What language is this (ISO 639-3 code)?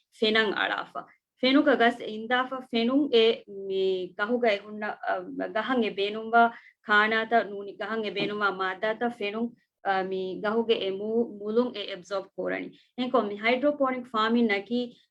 div